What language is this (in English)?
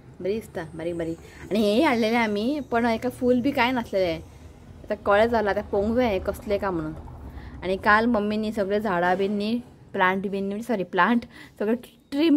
Konkani